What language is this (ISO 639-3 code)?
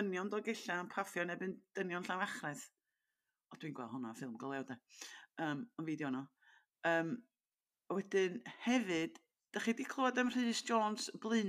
cym